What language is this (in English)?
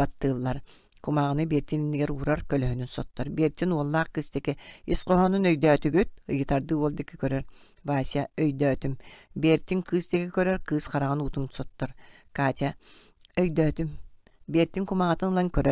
Yakut